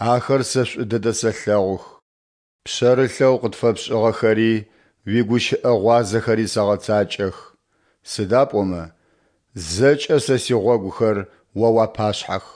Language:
Adyghe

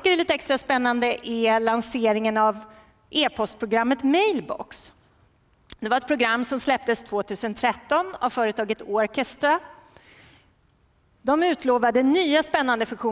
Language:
Swedish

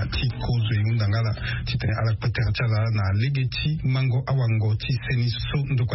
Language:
Sango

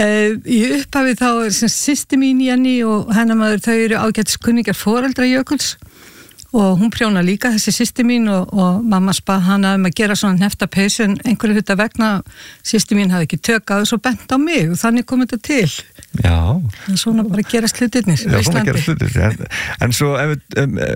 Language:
Icelandic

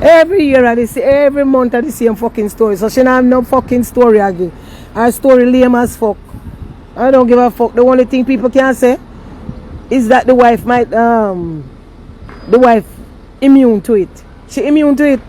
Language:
Jamaican Creole English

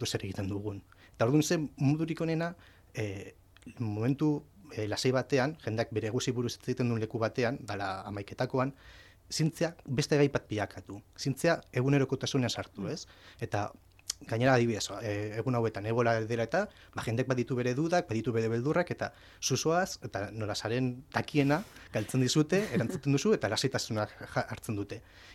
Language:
Basque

